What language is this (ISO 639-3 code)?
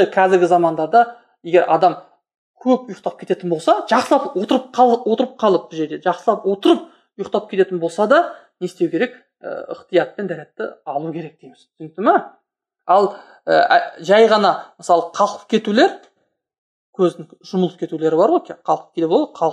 kaz